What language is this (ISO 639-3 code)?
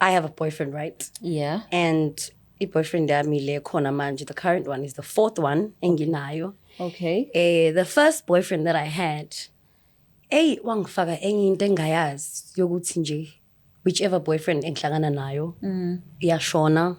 zul